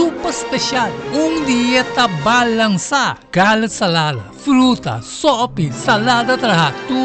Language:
Papiamento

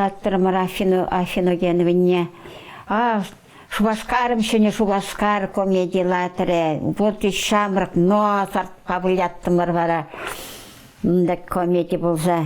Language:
Chuvash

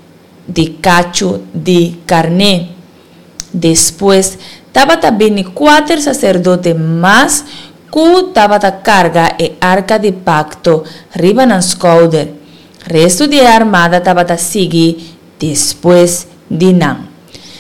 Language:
Papiamento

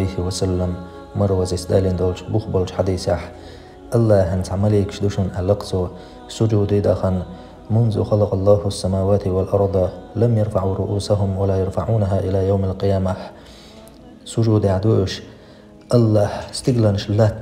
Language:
Chechen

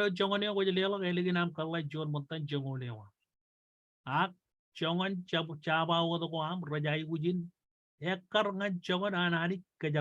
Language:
Marshallese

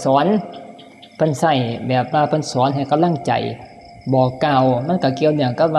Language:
Northeastern Thai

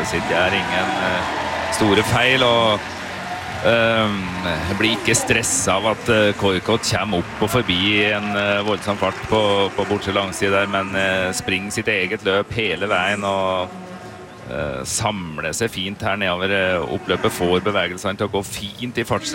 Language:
Norwegian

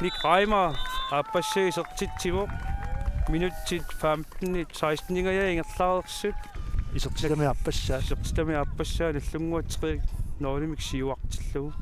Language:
Kalaallisut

